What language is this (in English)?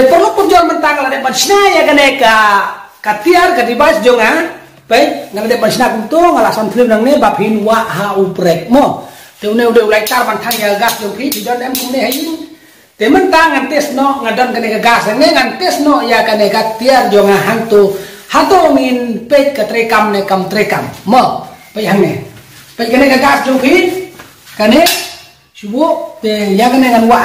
Khasi